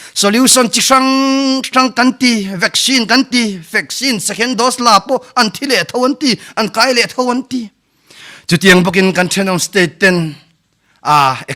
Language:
Mizo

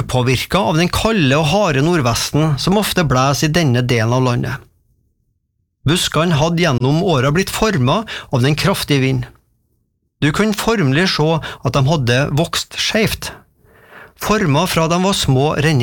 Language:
Norwegian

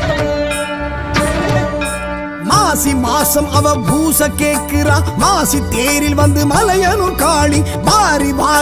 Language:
Tamil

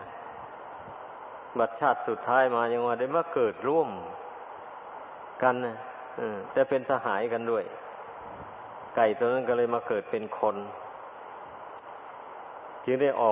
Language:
Thai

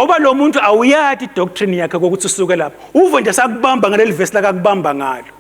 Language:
Swati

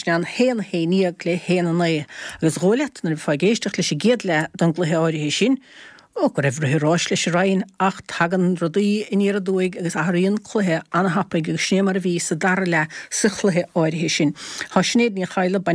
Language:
Irish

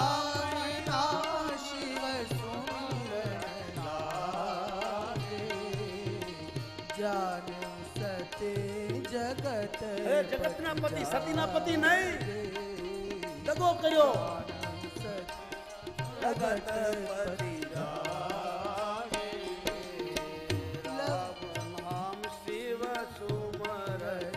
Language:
Gujarati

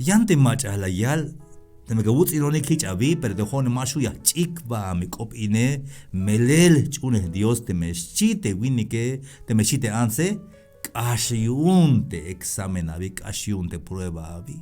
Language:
Tzeltal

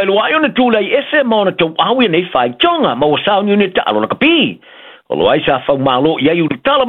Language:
Samoan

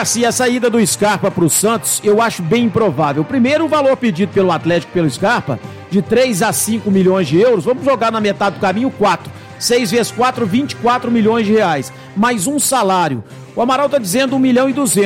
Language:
Portuguese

